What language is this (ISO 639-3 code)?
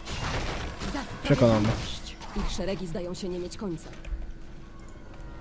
pol